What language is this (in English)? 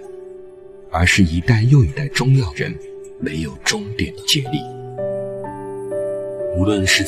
Chinese